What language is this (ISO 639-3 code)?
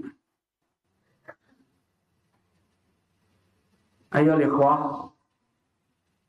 ind